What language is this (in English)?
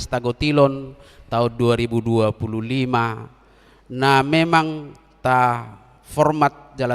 Batak Toba